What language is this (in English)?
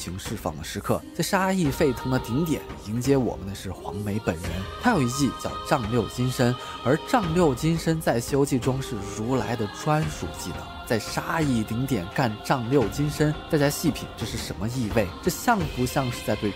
Chinese